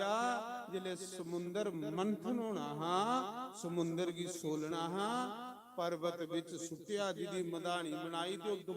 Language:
Dogri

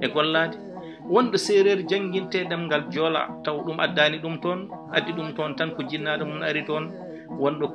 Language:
Fula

